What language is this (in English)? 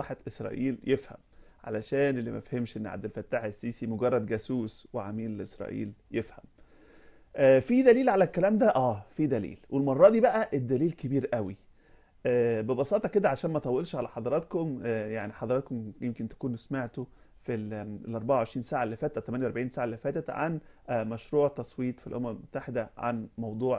Egyptian Arabic